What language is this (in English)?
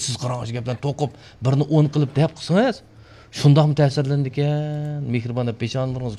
Uyghur